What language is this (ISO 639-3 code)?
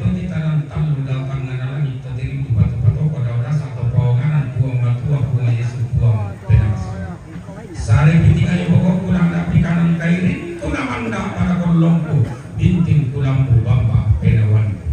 sda